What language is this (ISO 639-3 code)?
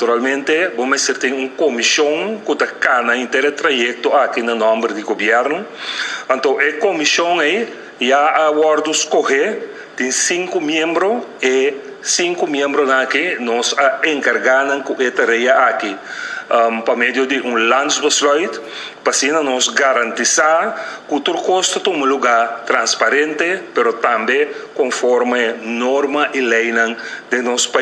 pap